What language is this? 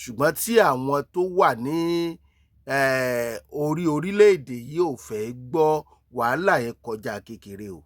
Yoruba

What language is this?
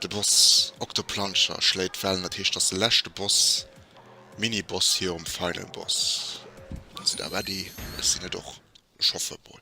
Luxembourgish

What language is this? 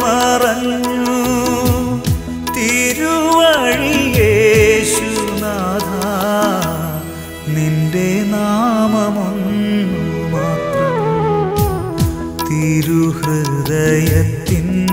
Malayalam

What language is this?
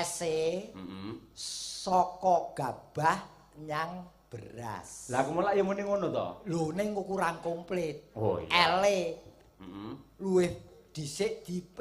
Javanese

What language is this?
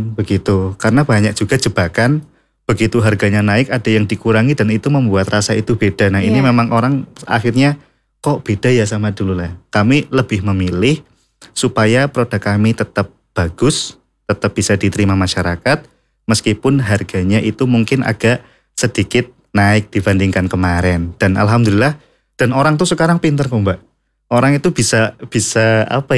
Indonesian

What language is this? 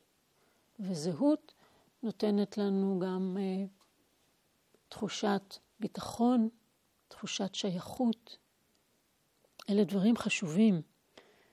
Hebrew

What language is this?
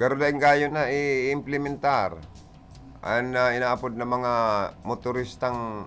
Bikol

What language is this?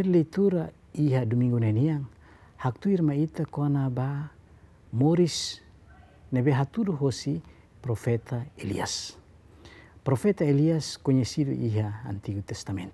Tetum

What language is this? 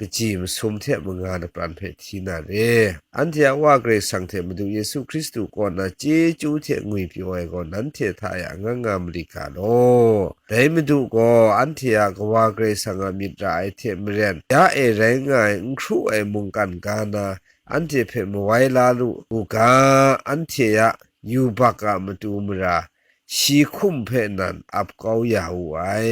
Kachin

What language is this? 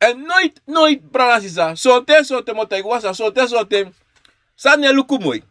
Sranan Tongo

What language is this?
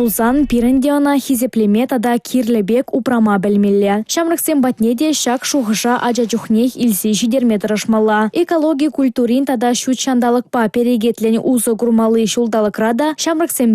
Chuvash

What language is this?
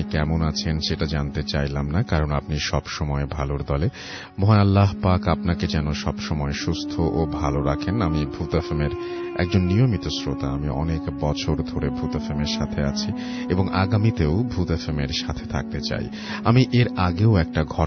Bangla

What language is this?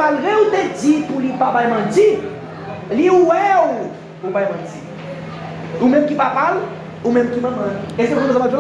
Haitian Creole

